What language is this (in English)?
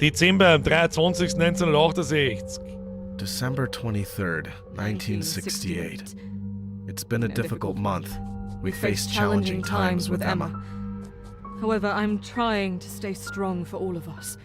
Bavarian